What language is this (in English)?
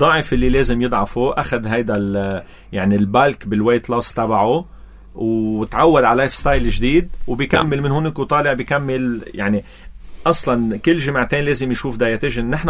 North Levantine Arabic